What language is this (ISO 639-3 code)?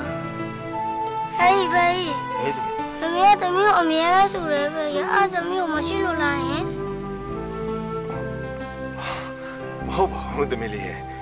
mya